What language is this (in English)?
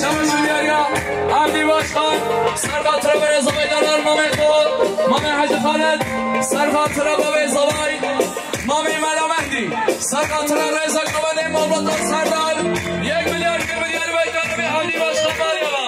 Kurdish